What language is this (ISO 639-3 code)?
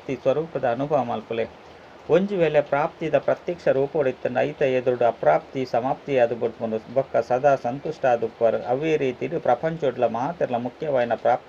tcy